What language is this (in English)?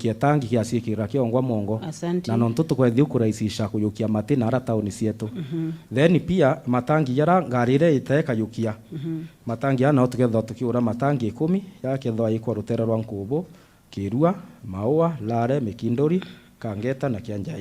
Meru